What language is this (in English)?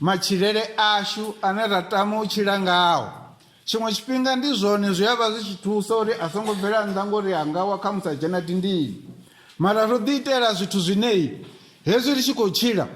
Venda